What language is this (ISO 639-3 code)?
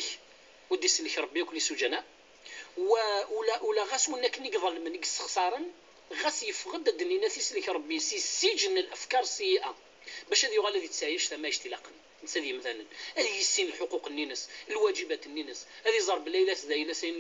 kab